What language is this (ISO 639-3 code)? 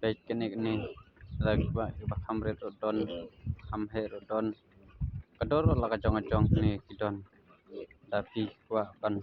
kha